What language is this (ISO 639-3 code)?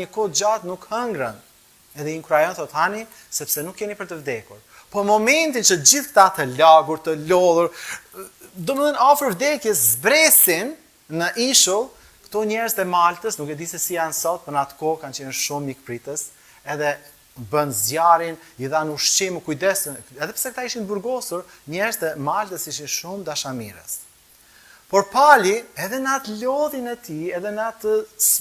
sqi